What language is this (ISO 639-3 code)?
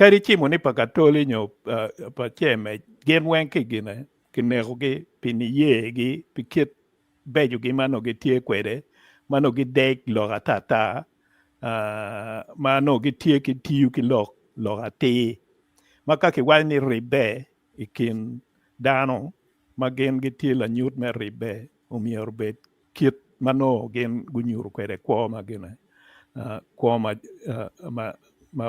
ach